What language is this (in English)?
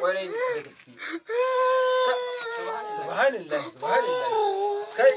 Hausa